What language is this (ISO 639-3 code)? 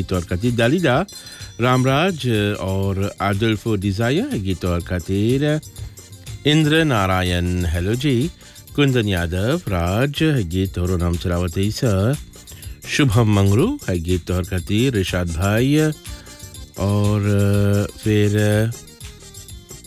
bho